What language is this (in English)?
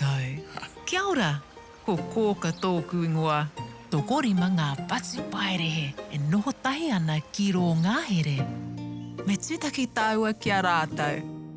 Māori